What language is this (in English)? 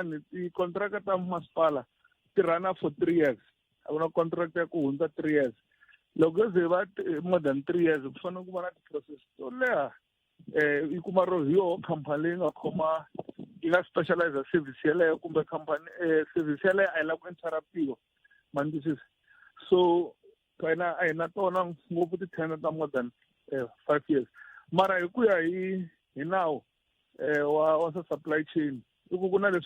Tsonga